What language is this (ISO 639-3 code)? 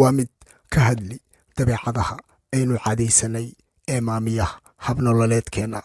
som